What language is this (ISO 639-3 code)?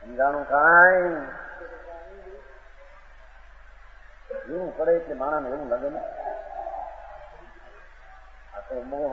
guj